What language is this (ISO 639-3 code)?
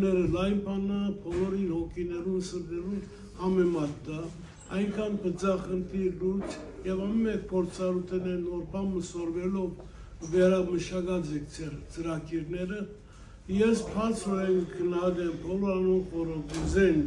hyw